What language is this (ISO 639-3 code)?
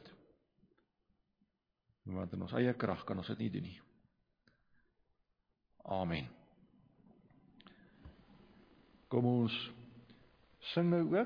afr